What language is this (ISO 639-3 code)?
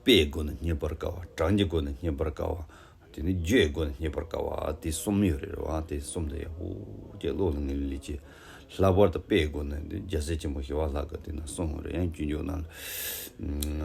bod